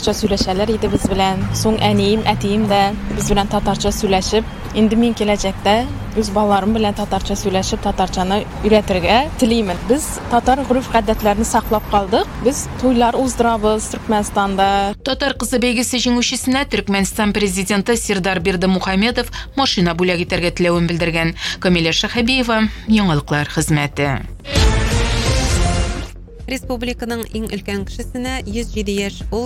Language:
Tatar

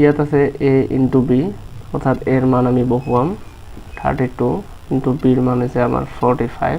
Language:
Assamese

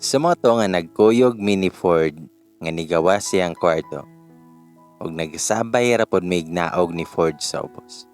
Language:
Cebuano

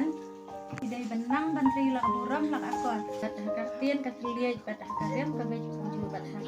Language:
Khasi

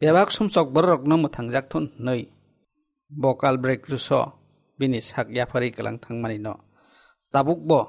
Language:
Kok Borok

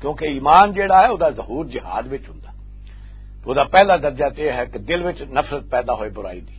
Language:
Western Panjabi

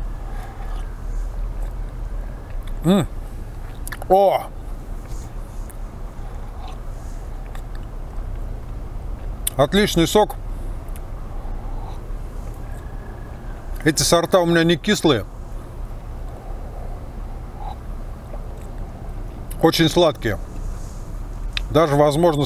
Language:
Russian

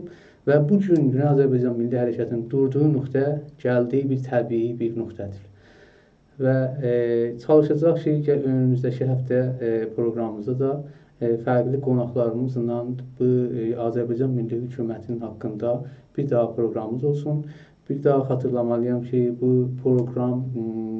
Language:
South Azerbaijani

